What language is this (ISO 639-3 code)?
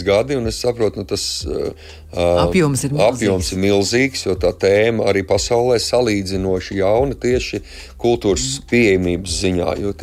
lav